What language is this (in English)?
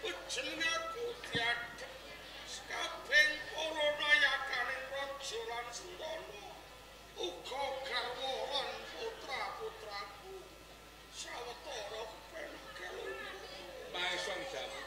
Javanese